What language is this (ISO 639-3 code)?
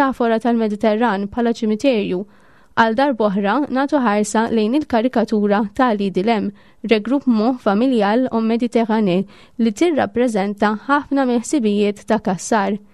mlt